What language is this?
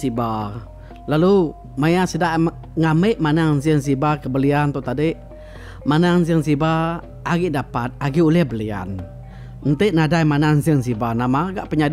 Iban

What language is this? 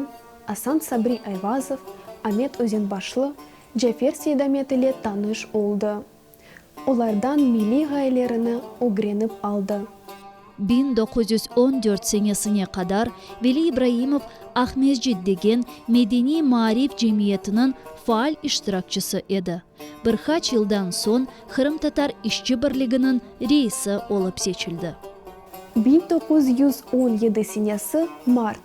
Crimean Tatar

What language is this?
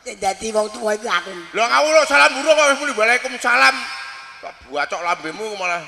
Javanese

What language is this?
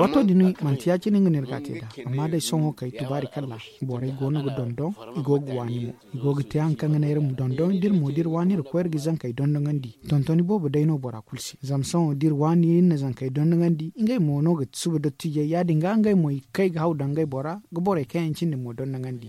Zarma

